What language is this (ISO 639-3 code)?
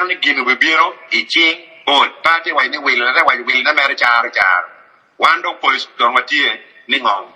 ach